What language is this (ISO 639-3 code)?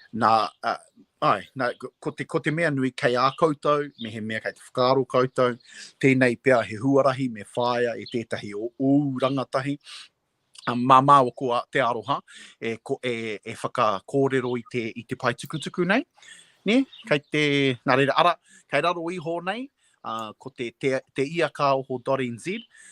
mri